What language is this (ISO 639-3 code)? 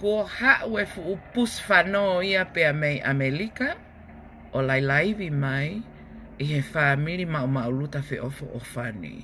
ton